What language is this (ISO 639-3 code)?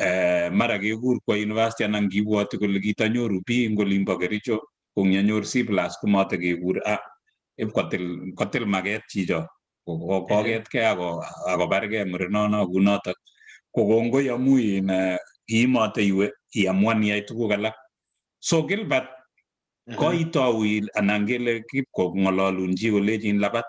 kln